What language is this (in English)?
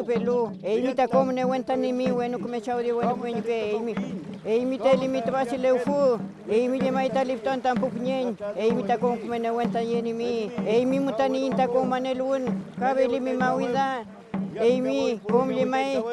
Mapuche